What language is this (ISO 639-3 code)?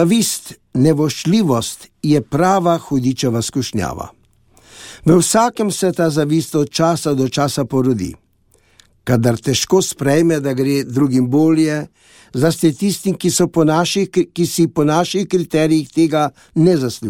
slv